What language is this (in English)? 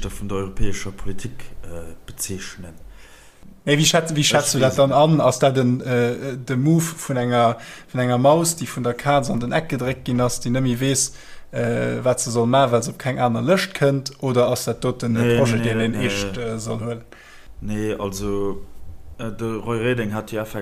Luxembourgish